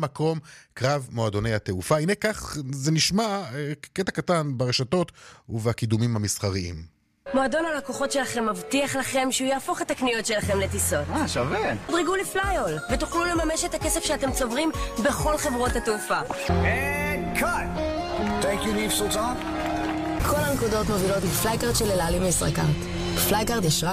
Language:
Hebrew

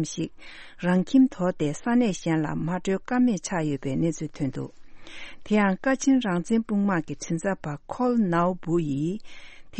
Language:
Tibetan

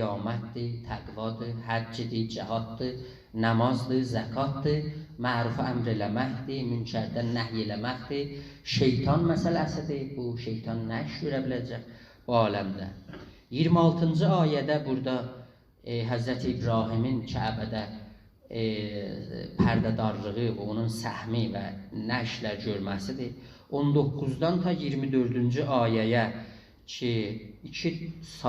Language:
South Azerbaijani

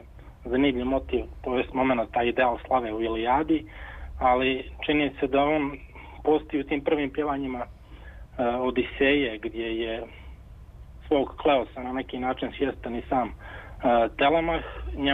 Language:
Serbian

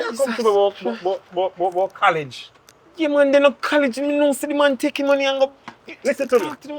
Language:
Jamaican Creole English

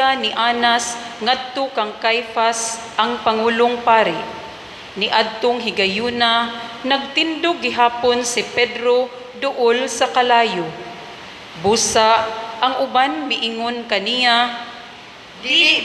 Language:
Cebuano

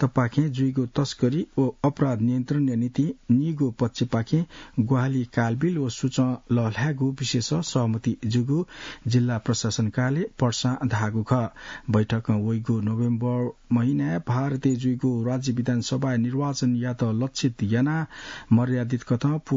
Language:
Newari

